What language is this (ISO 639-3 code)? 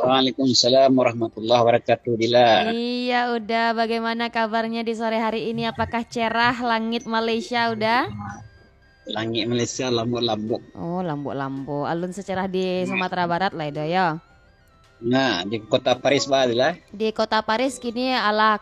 min